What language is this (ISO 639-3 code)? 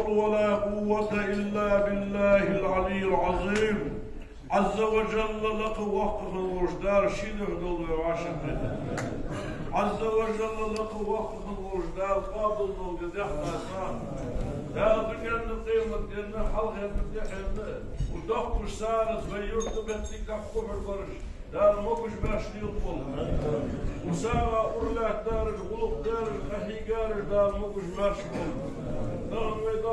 inh